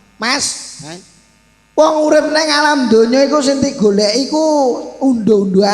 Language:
Javanese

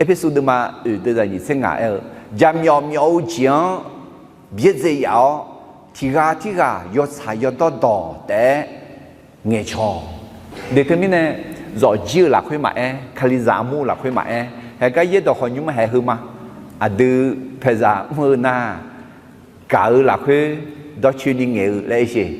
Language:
Akha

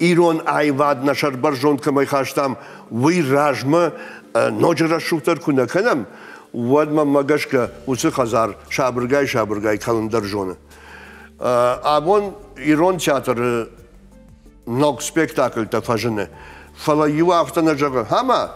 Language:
Ossetic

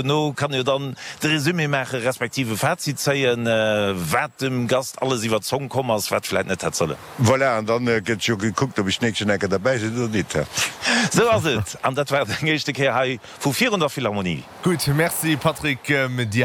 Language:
Luxembourgish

